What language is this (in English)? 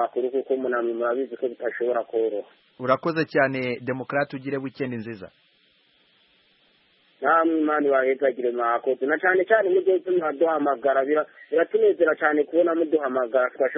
Kinyarwanda